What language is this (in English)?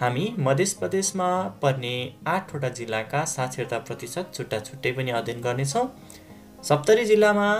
Nepali